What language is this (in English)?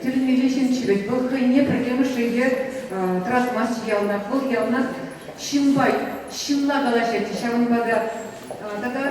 Chuvash